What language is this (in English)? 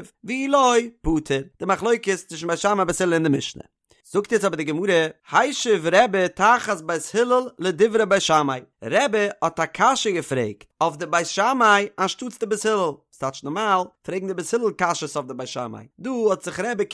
Yiddish